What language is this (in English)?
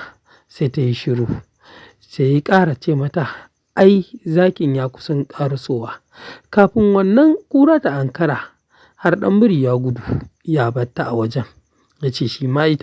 Hausa